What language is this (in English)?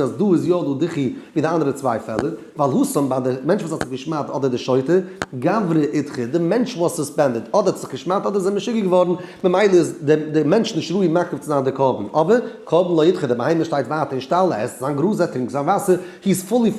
Yiddish